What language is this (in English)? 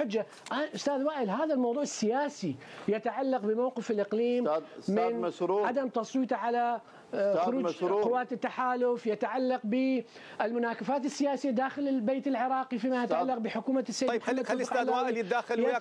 Mesopotamian Arabic